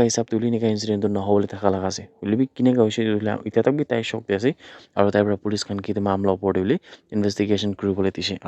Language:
Naga Pidgin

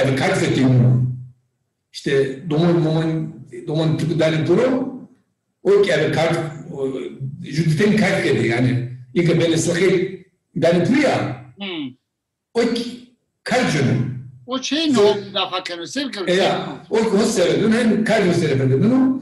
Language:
Zaza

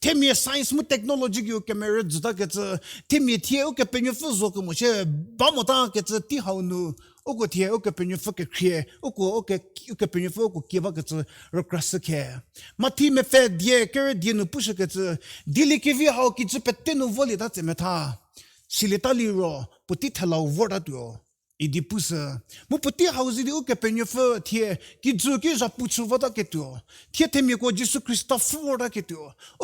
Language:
Angami Naga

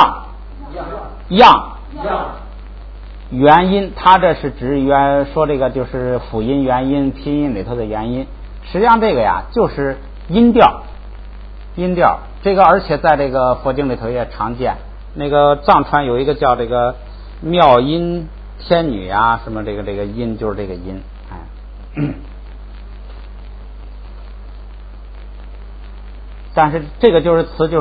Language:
Chinese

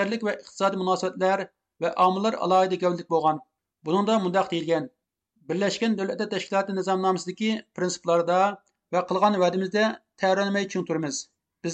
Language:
Uyghur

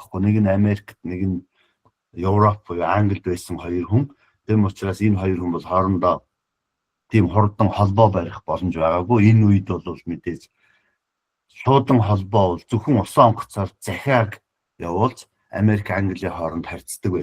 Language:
Mongolian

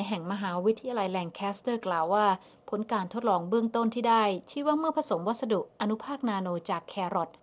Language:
Thai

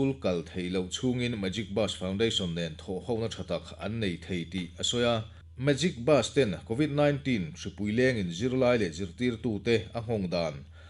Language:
Mizo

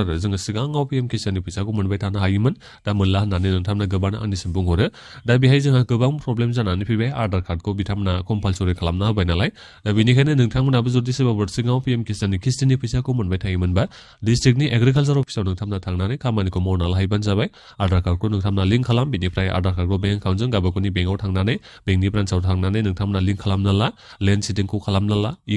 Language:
Bodo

